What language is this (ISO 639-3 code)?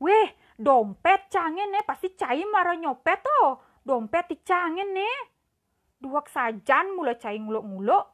ban